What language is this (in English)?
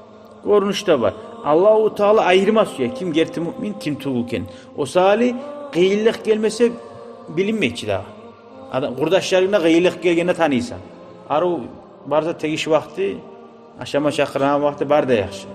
Kumyk